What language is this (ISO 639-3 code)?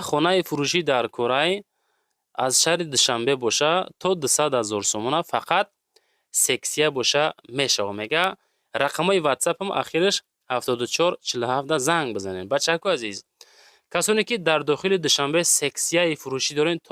tgk